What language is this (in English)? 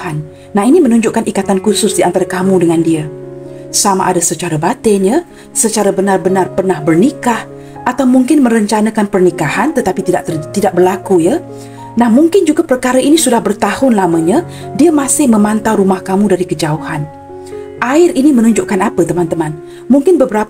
Malay